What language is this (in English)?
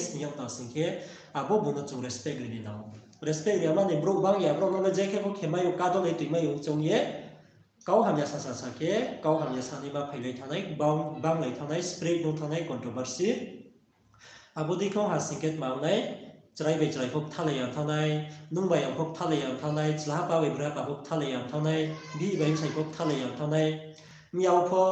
Riang (India)